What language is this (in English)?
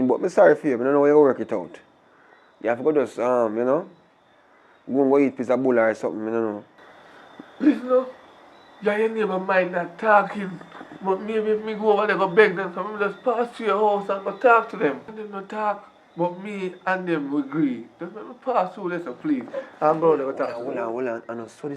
Jamaican Creole English